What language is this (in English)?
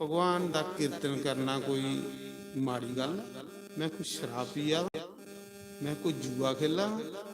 Dogri